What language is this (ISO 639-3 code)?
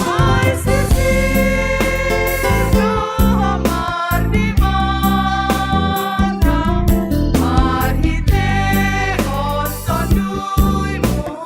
bts